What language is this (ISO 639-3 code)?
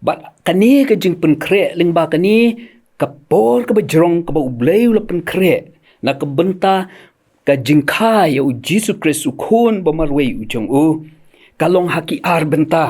kha